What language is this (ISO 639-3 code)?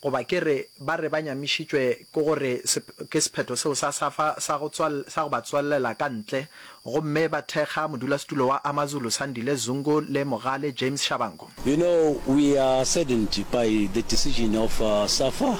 nso